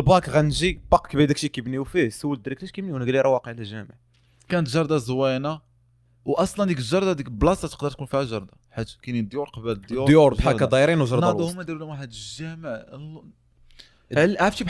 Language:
Moroccan Arabic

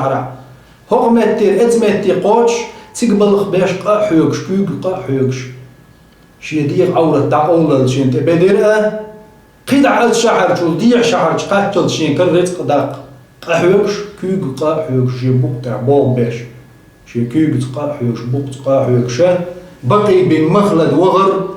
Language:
Chechen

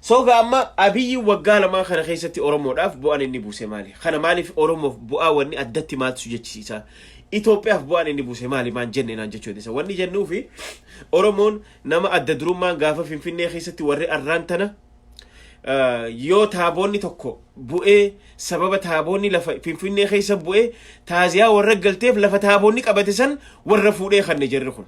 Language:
Oromo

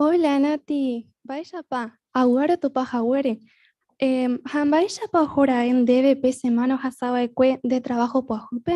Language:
Guarani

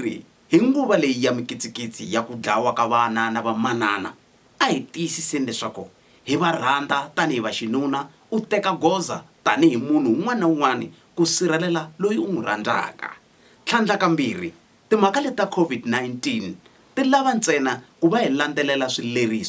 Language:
Tsonga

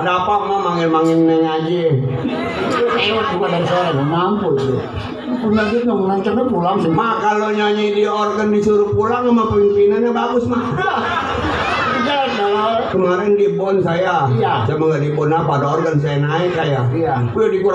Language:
Betawi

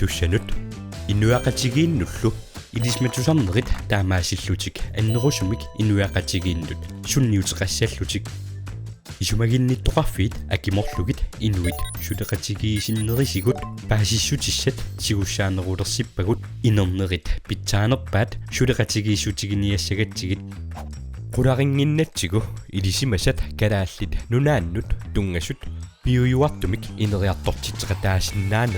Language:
Kalaallisut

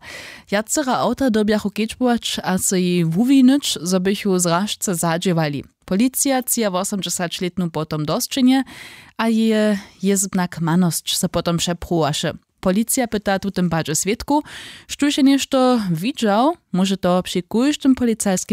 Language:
Upper Sorbian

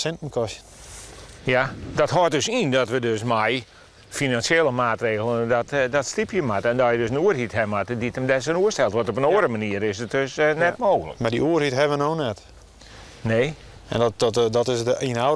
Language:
Western Frisian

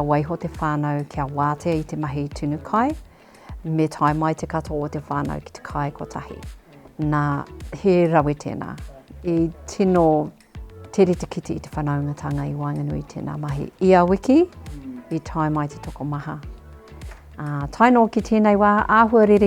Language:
Māori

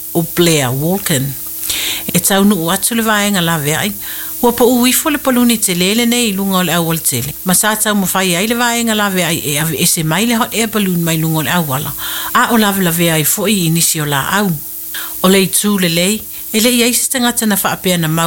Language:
Samoan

